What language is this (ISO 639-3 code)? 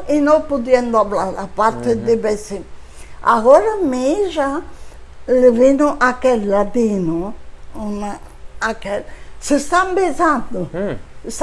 lad